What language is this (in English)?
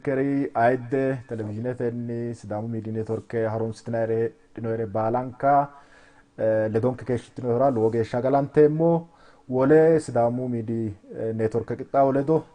Sidamo